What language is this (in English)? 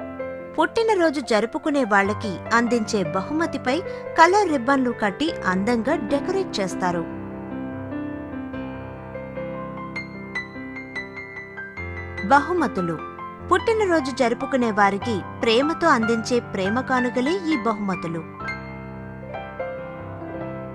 Telugu